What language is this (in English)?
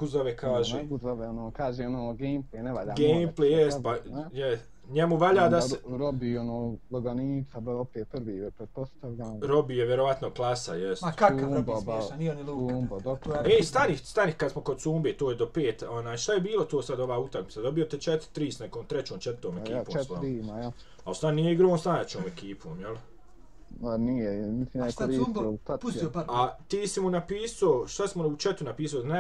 Bosnian